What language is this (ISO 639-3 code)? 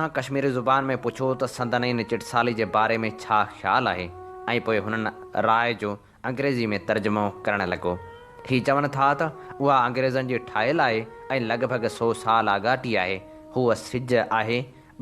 snd